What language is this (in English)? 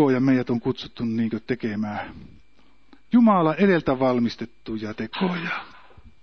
Finnish